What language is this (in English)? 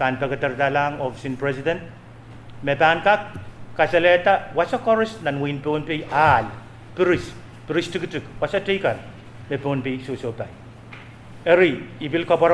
Pohnpeian